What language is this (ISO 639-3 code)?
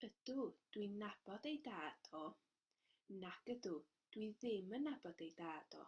cym